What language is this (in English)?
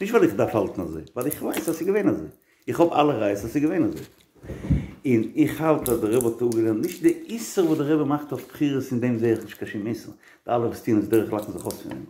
Yiddish